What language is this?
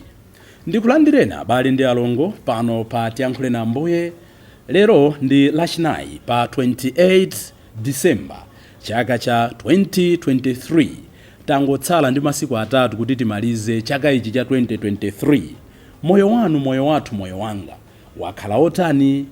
Nyanja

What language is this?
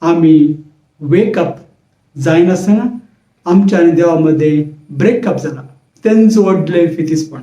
Konkani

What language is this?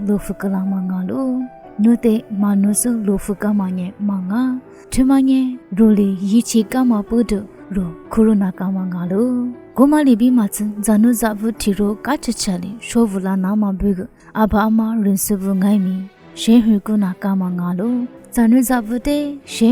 Lisu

